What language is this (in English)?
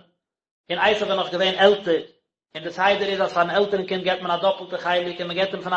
Yiddish